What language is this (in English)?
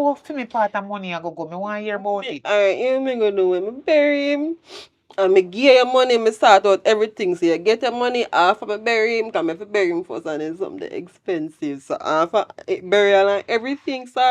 Jamaican Creole English